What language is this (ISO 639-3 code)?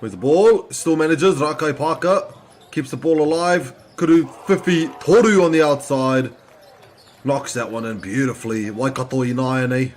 mri